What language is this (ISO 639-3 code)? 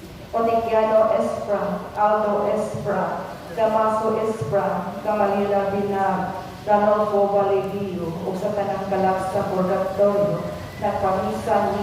ceb